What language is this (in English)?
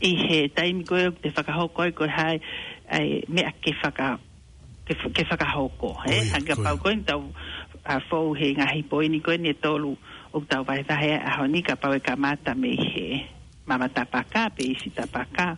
Tongan